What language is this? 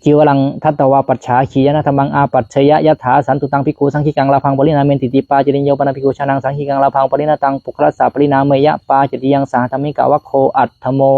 Pali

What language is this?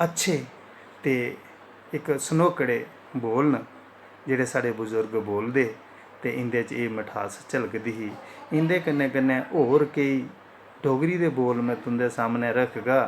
Dogri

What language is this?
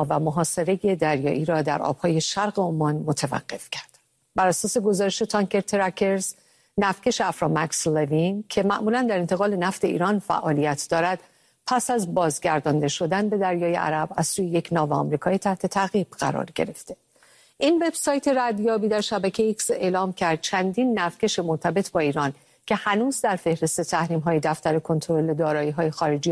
Persian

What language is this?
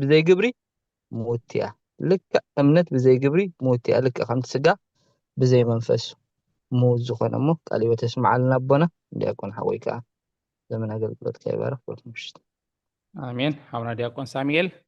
Tigrinya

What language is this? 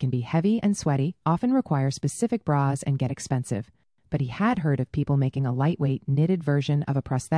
English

